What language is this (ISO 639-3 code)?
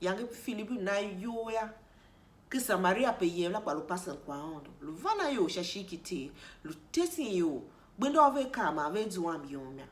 tiv